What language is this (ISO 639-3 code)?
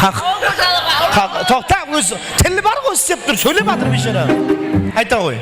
kaa